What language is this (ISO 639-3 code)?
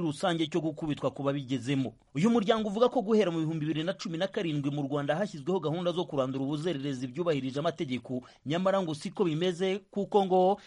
kin